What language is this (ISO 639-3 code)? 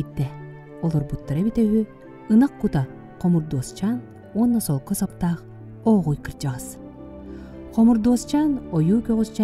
sah